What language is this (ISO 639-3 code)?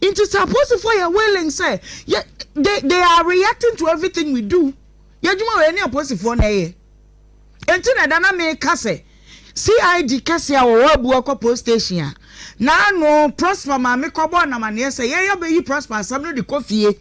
aka